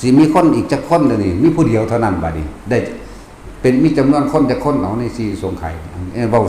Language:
Northeastern Thai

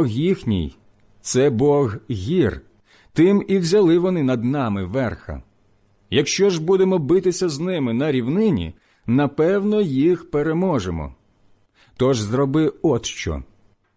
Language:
Ukrainian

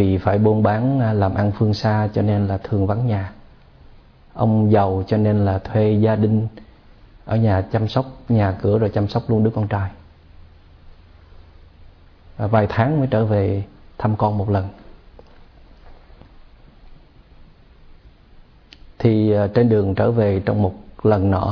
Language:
Vietnamese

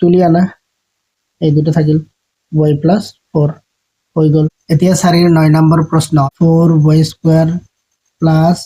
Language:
Assamese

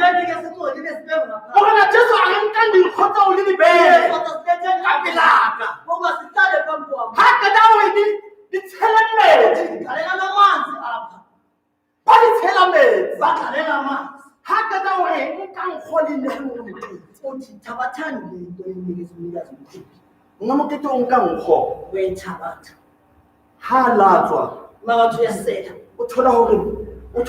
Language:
Southern Sotho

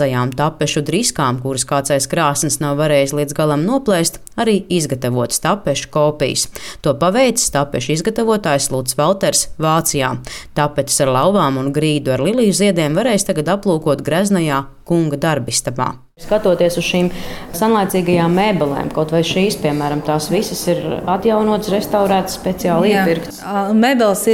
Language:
Latvian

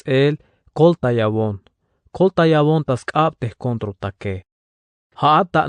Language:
Tzeltal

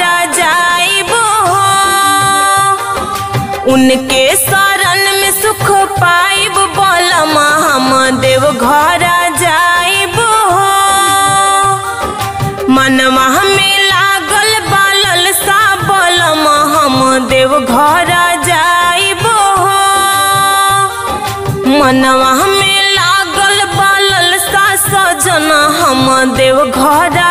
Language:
Bhojpuri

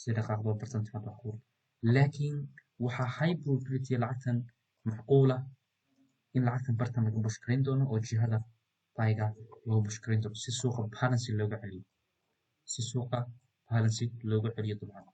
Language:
Somali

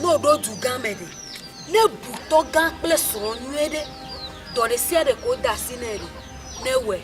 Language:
Ewe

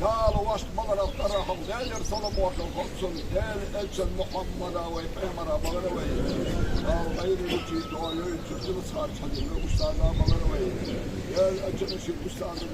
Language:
Ingush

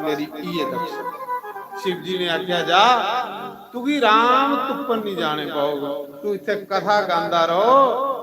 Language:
Dogri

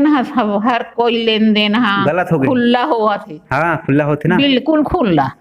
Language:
Chhattisgarhi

